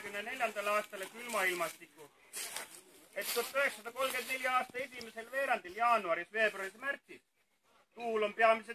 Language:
Estonian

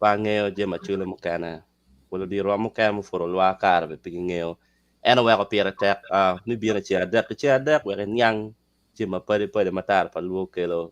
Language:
Acoli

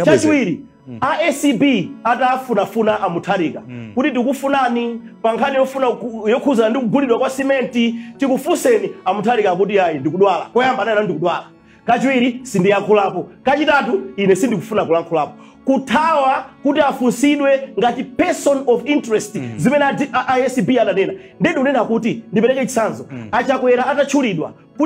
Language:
Nyanja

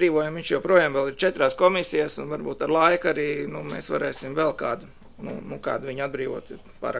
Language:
Latvian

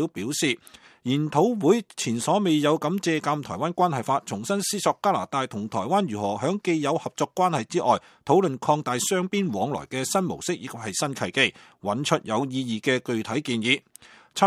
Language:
Cantonese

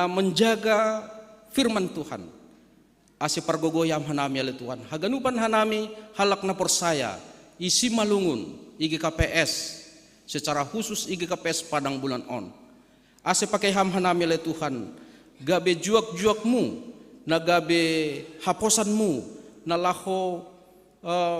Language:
Batak Simalungun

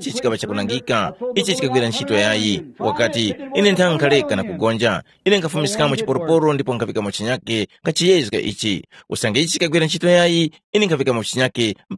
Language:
Tumbuka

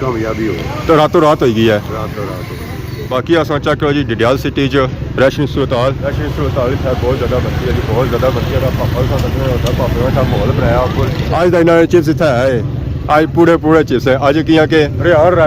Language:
Pahari-Potwari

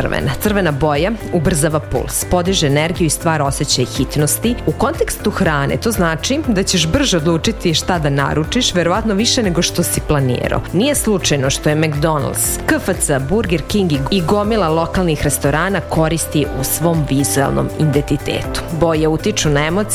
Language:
Serbian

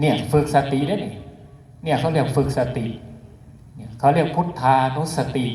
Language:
Northeastern Thai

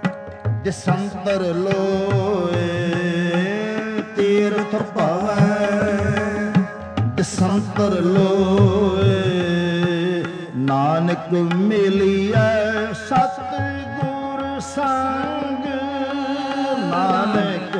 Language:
Punjabi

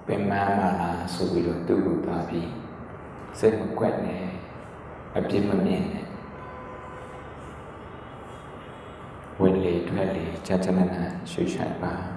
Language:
Burmese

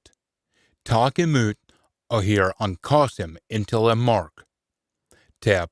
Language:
Scots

